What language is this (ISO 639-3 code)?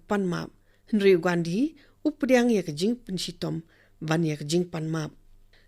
kha